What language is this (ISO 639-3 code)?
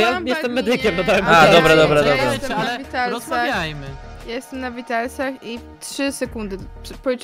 pol